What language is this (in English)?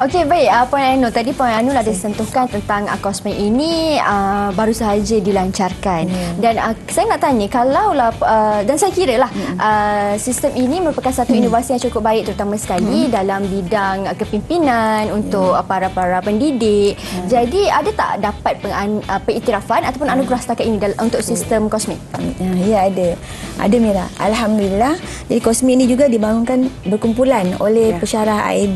Malay